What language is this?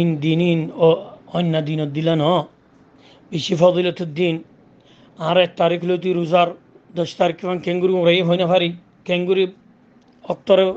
Rohingya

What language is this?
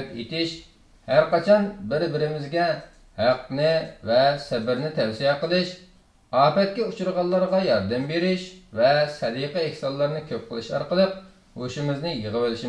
Uyghur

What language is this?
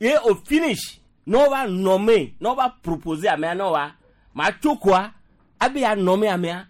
Gen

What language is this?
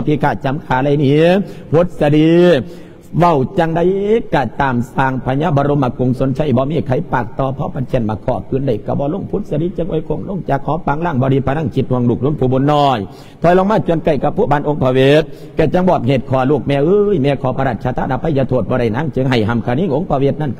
Lao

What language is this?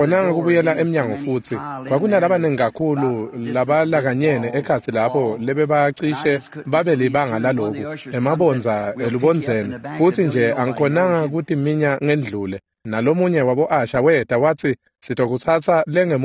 Swati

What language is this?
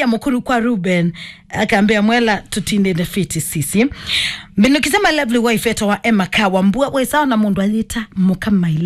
Kamba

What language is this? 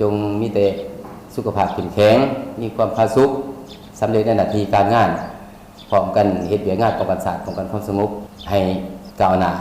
Lao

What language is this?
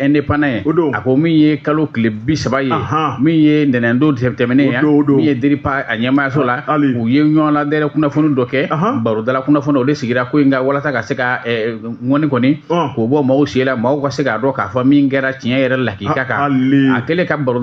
Bambara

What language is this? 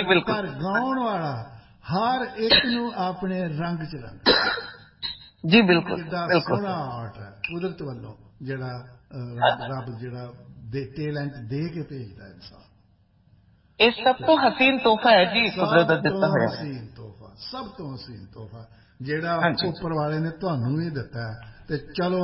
Punjabi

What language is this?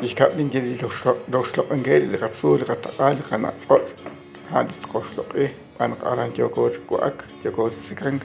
Kekchí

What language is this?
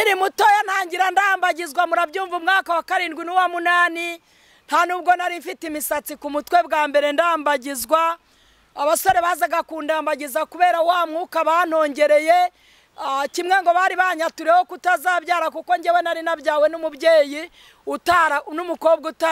Kinyarwanda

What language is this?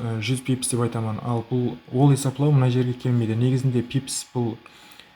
Kara-Kalpak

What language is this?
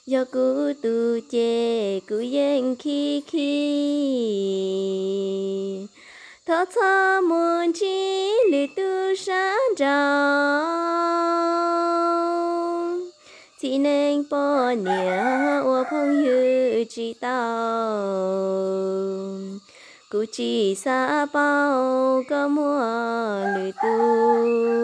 Hmong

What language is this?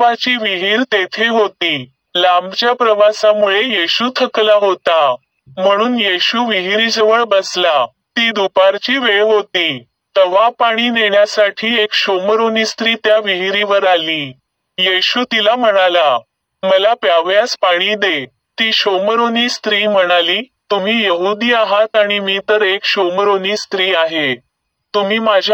Marathi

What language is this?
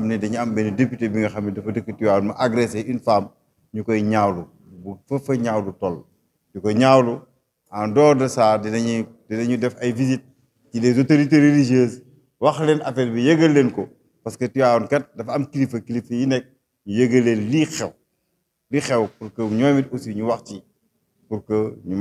Wolof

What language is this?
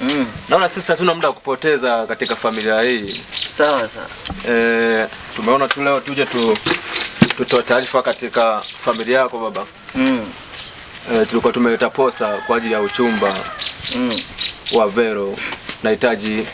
Swahili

